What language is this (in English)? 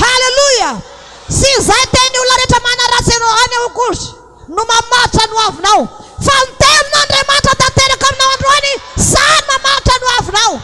Malagasy